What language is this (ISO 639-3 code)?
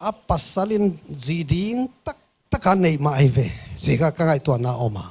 pck